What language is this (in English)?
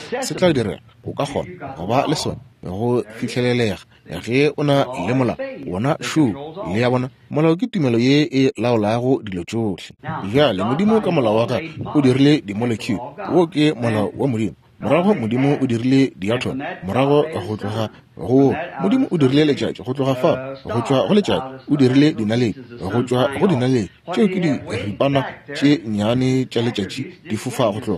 Northern Sotho